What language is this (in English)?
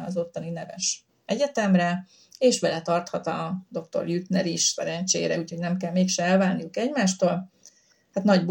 Hungarian